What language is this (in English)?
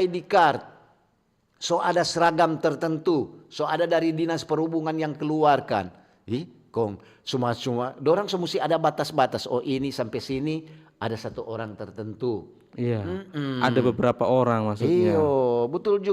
Manado Malay